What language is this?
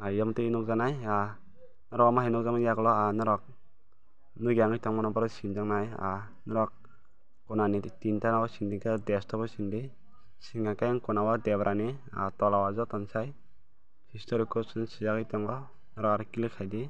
Kok Borok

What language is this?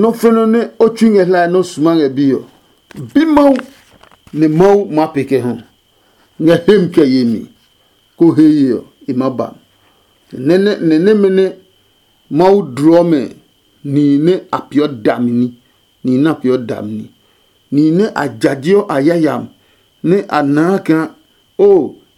Adangme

